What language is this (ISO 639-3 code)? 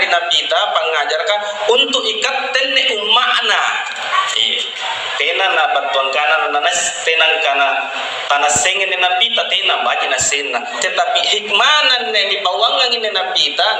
mak